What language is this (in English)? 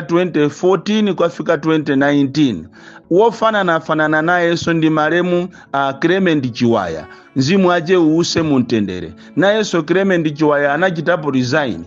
Nyanja